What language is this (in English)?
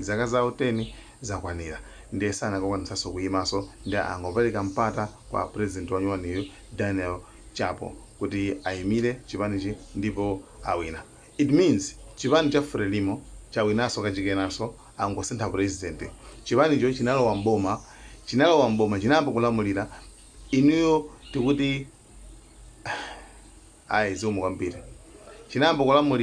Nyanja